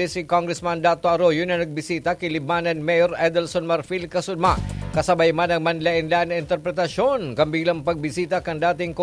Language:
Bikol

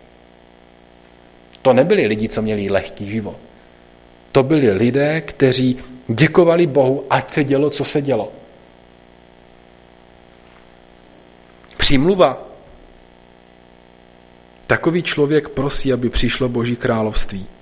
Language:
Czech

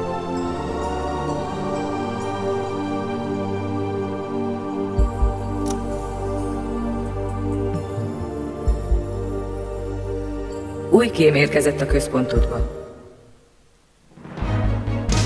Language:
Hungarian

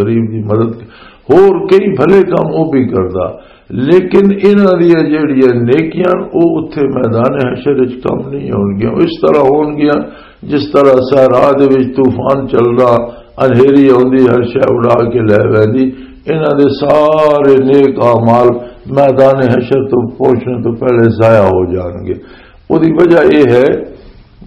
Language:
Western Panjabi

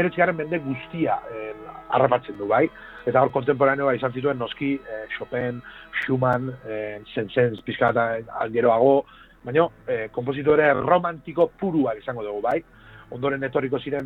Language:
Basque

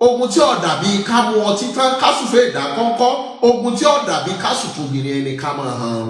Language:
Yoruba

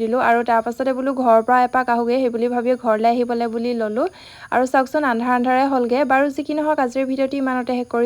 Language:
Assamese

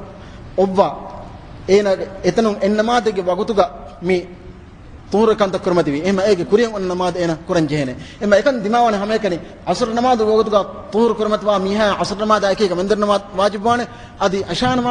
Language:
Divehi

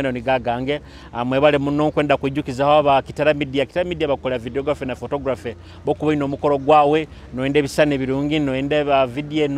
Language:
Tooro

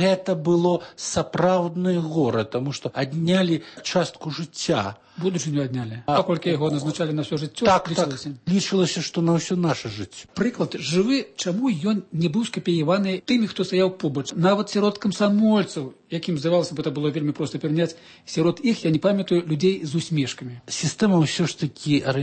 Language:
Belarusian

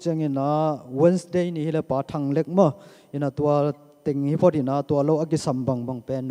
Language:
Tedim Chin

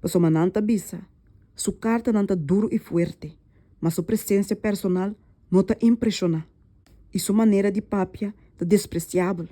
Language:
Papiamento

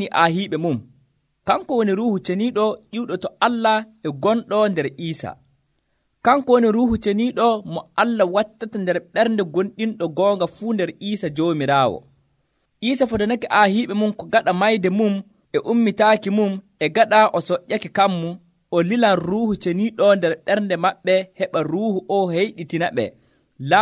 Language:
Nigerian Fulfulde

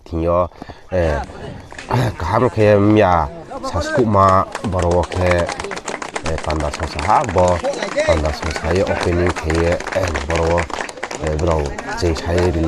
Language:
Riang (India)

